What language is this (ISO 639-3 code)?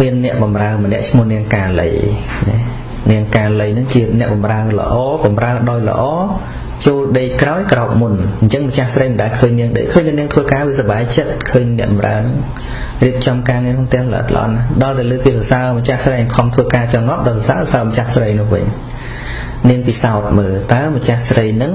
khm